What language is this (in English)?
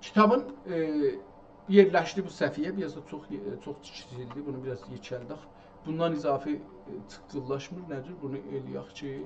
South Azerbaijani